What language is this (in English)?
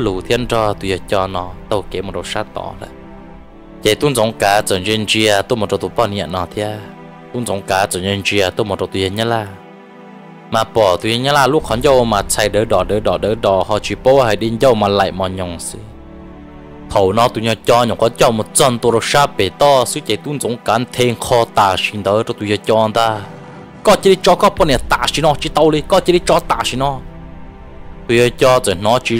Vietnamese